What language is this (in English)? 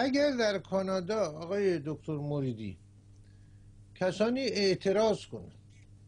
Persian